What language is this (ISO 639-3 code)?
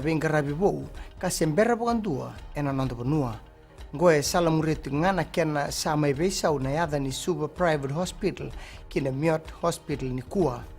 fij